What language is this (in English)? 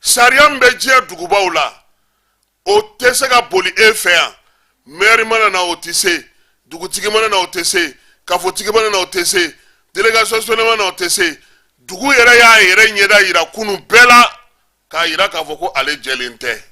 Bambara